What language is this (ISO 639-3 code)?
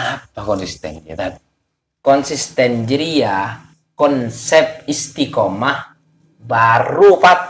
mad